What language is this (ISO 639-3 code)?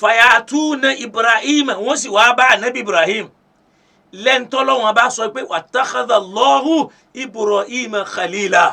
yor